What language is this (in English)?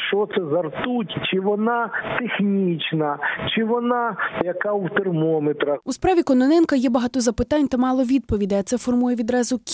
Ukrainian